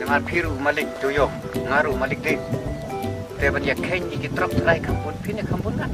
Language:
Khasi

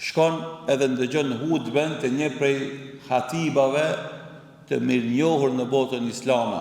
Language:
Albanian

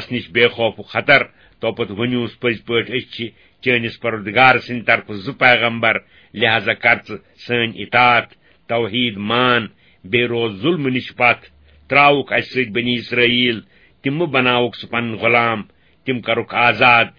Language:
Kashmiri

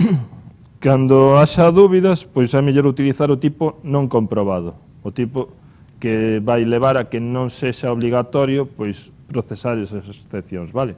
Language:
Galician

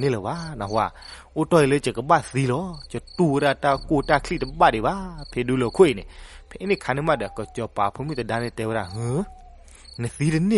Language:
S'gaw Karen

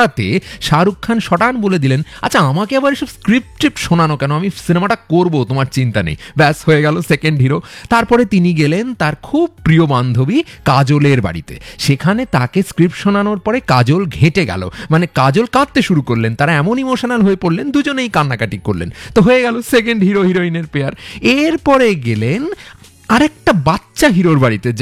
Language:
Bangla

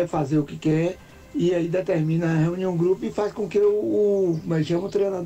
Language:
Portuguese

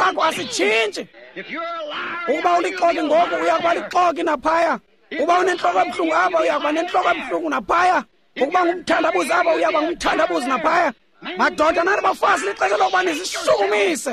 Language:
Xhosa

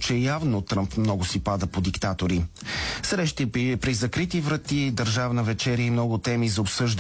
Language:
Bulgarian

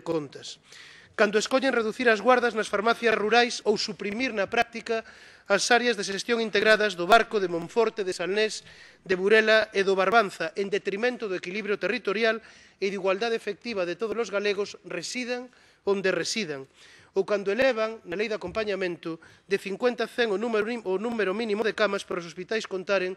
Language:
Galician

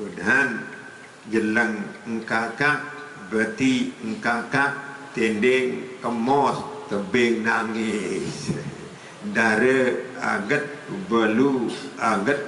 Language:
Sasak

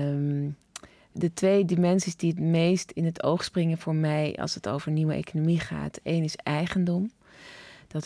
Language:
Dutch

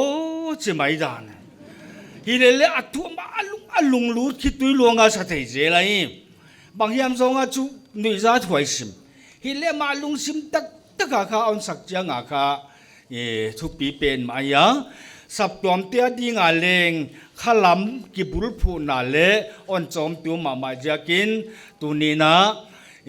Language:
Paite Chin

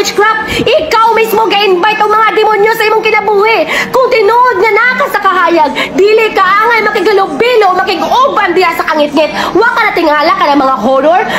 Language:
Cebuano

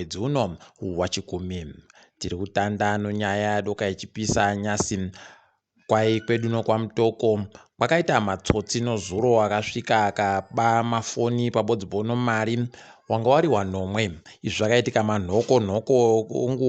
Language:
Ndau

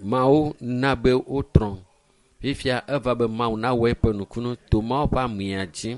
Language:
Ewe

